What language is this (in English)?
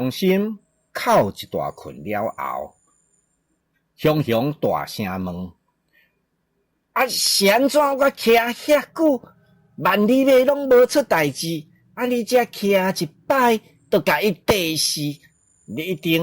Min Nan Chinese